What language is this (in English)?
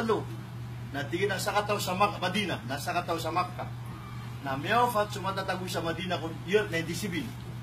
Maranao